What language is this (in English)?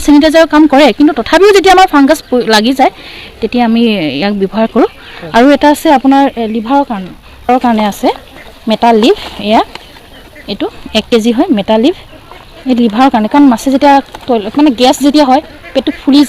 Assamese